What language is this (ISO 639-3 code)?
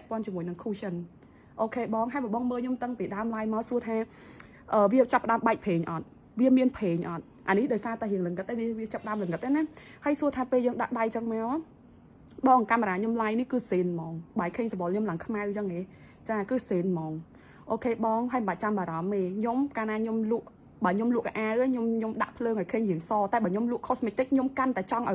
khm